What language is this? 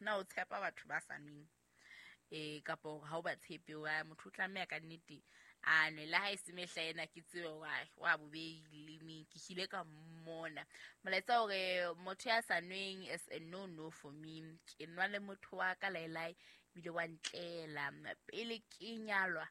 Southern Sotho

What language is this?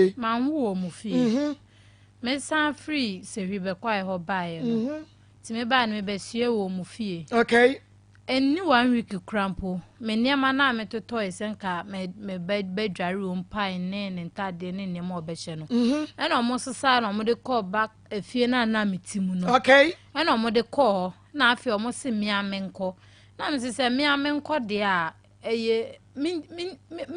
Akan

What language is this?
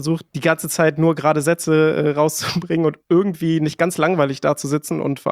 German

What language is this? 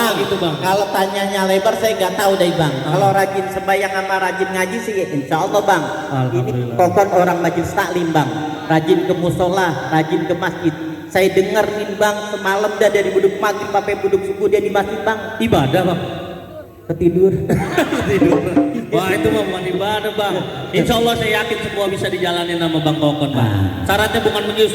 Betawi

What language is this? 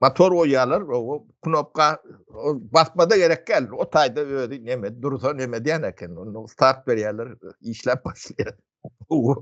Turkmen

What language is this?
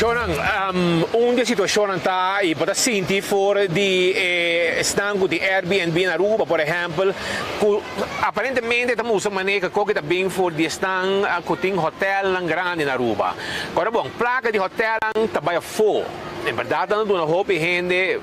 Papiamento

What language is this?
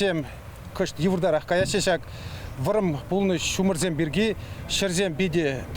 Chuvash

